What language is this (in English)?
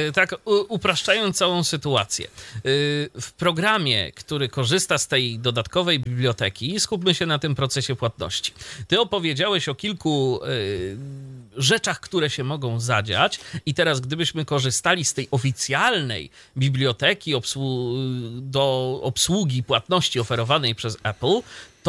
Polish